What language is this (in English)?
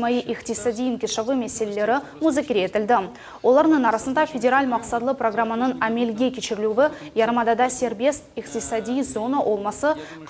Crimean Tatar